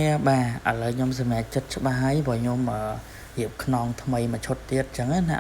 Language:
Khmer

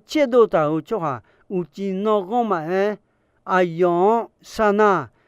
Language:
Akha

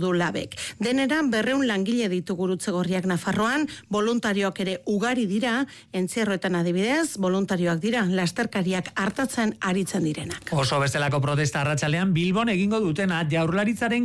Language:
Basque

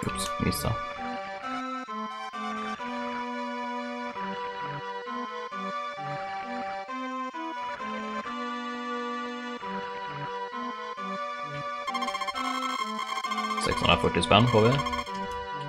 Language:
Swedish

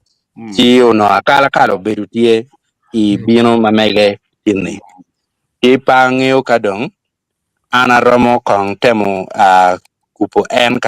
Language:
Acoli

